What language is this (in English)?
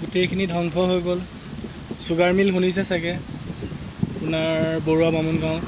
Assamese